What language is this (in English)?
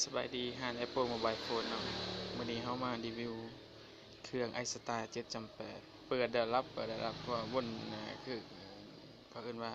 Lao